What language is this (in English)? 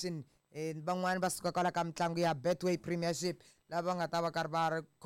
Tsonga